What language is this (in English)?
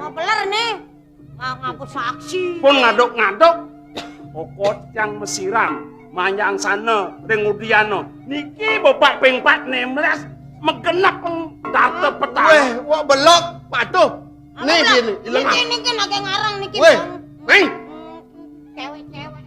Balinese